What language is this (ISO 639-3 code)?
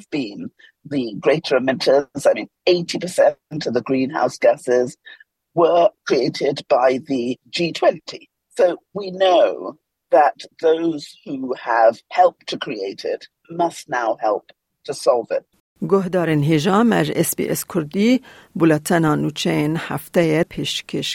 kur